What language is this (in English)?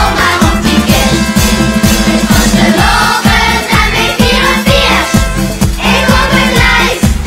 Limburgish